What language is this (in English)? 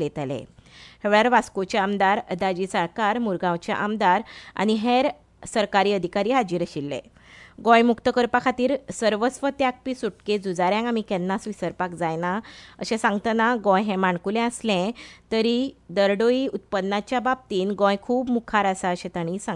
Konkani